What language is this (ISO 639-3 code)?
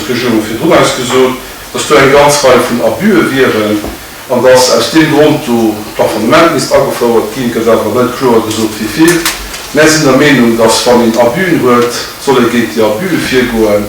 ltz